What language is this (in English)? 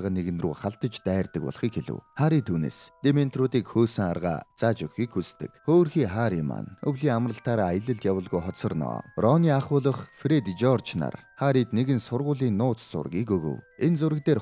Mongolian